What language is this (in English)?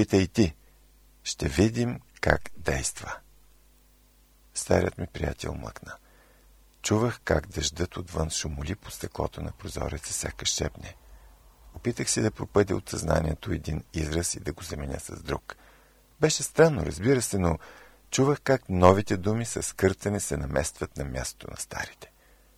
Bulgarian